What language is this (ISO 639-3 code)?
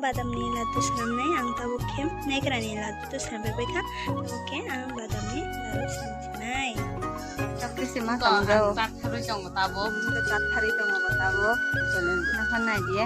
trp